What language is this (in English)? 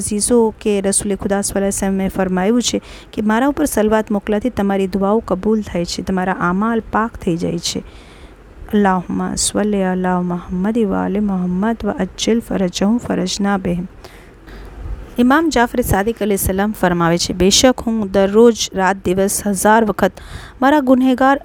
Gujarati